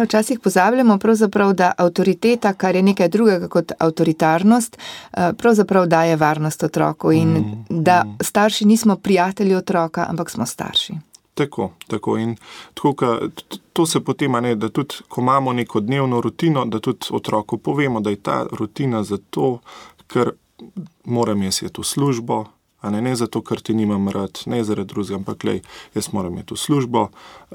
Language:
Slovenian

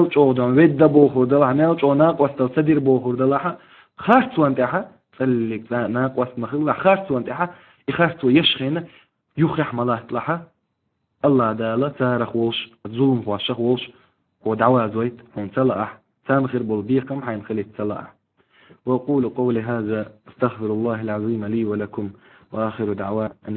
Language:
Chechen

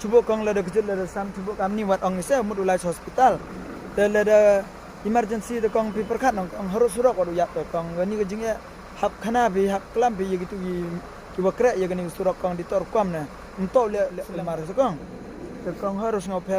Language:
Khasi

